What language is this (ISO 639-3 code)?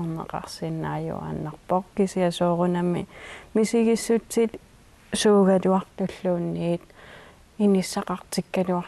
kal